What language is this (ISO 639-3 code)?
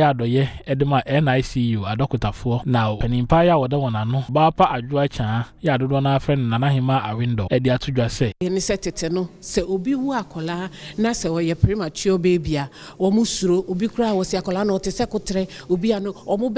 aka